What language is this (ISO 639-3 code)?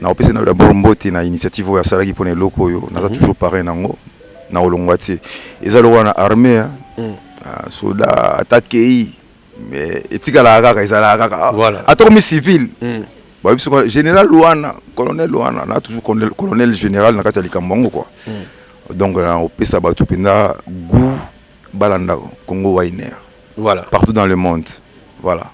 lin